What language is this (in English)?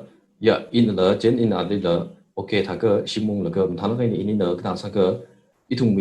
Tangkhul Naga (India)